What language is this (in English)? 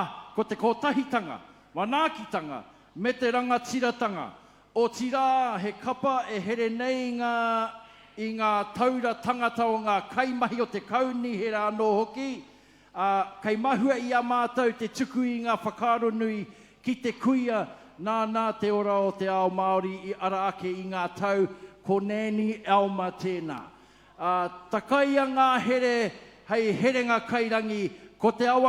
Māori